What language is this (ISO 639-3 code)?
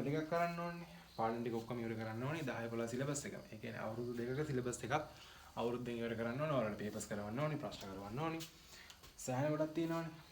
sin